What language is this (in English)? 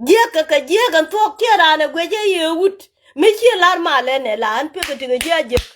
Nuer